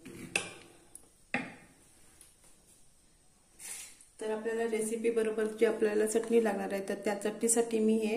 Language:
Marathi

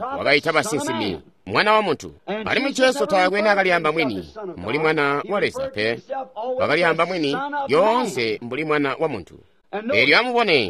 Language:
Tonga (Zambia)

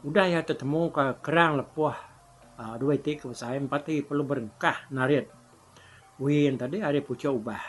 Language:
Iban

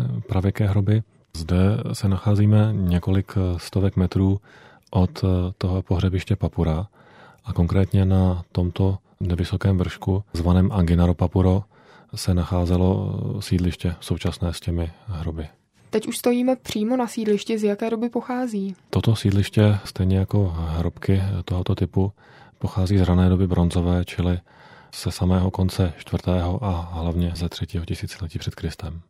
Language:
Czech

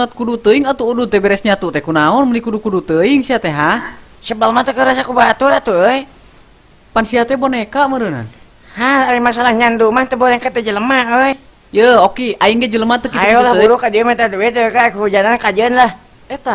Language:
Sundanese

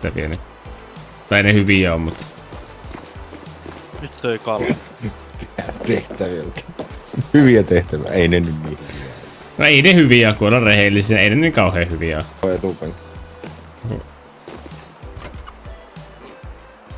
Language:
Finnish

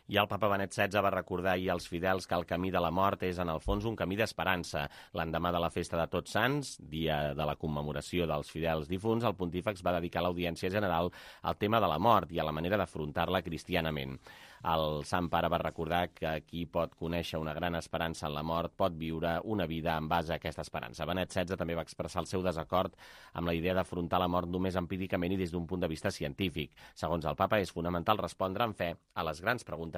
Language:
Catalan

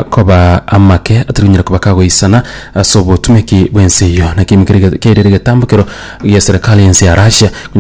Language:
Gusii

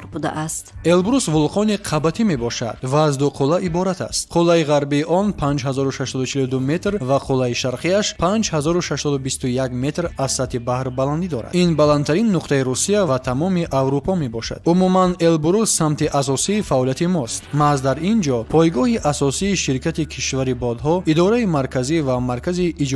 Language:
Tajik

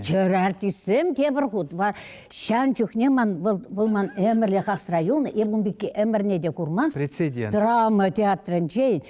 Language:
Chuvash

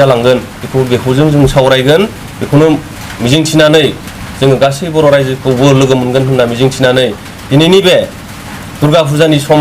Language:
Bodo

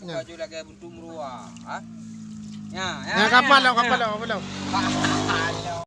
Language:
Achinese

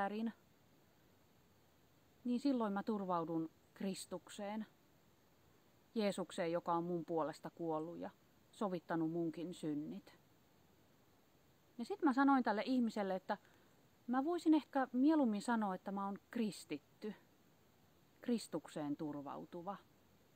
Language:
Finnish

